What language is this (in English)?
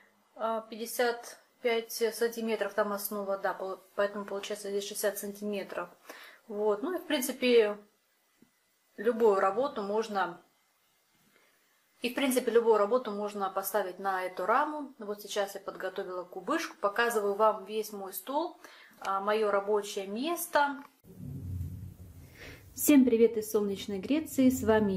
Russian